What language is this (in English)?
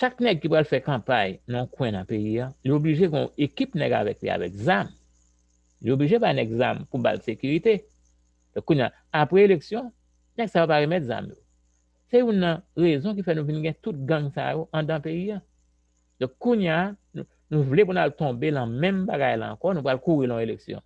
Haitian Creole